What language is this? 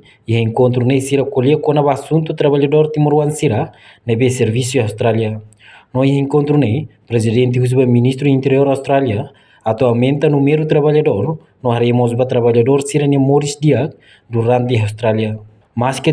Tetum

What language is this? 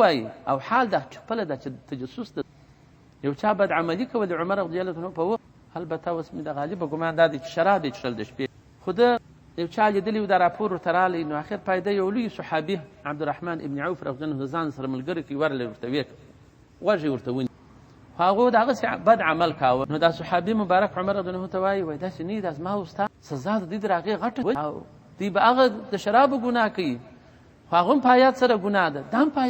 Pashto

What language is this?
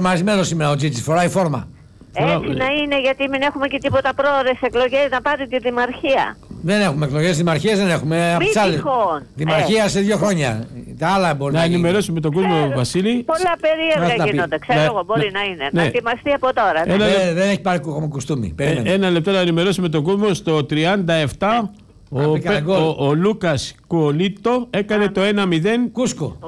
Greek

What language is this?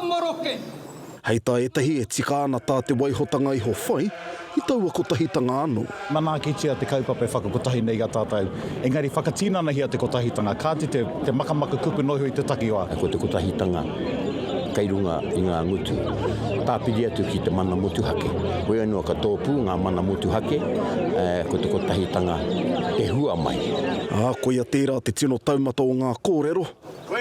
Māori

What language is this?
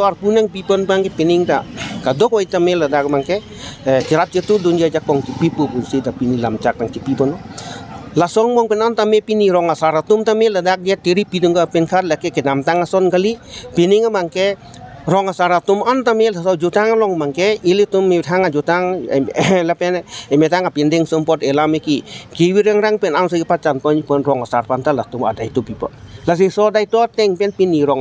Karbi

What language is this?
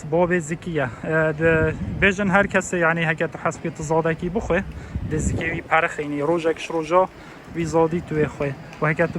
Kurdish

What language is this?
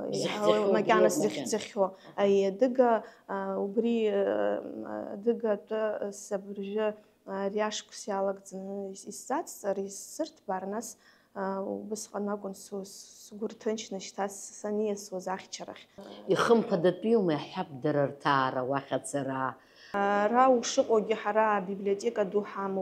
Abkhazian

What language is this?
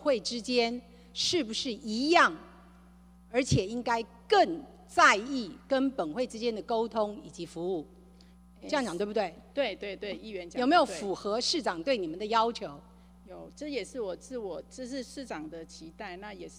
Chinese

